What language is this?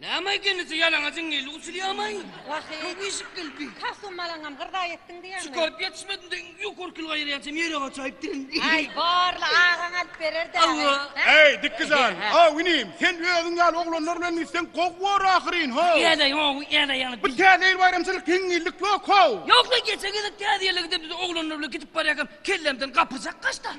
Turkmen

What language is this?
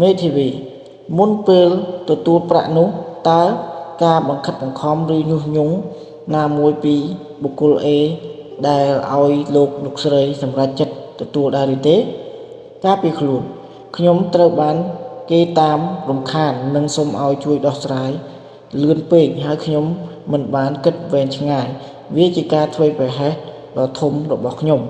Khmer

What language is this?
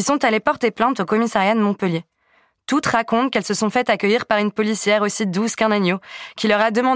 French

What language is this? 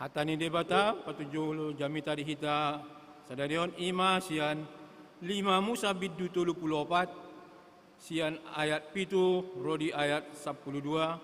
Batak Toba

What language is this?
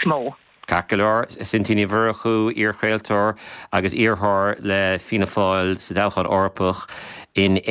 Irish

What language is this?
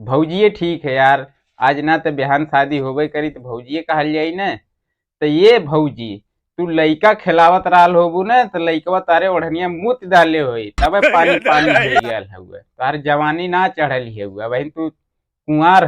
Bhojpuri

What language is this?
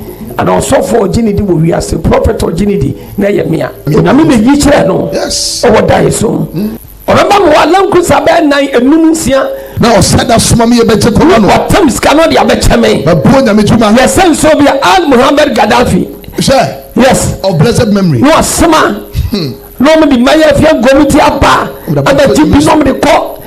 Akan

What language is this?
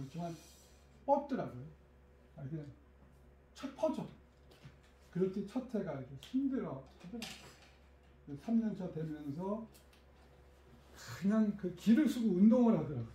Korean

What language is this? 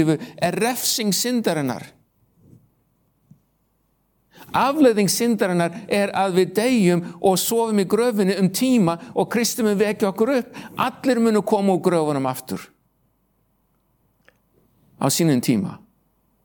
Icelandic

